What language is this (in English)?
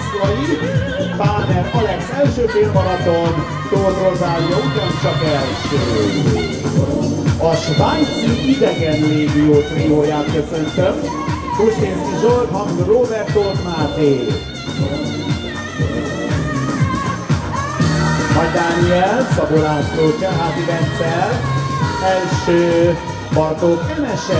Hungarian